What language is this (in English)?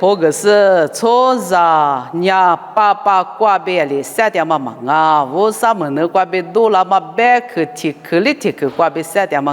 Lisu